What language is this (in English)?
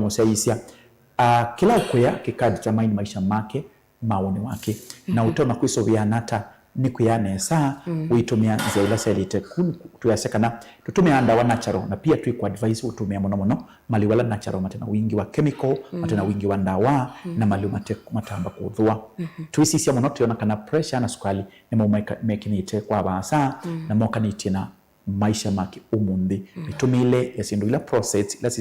Kamba